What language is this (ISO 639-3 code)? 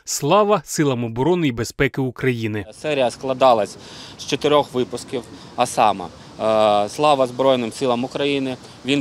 ukr